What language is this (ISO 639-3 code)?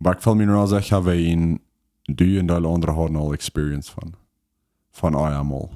pdt